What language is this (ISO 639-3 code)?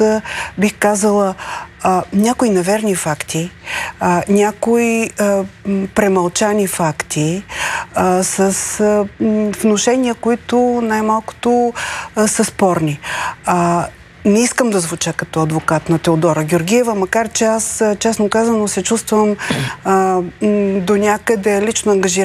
bul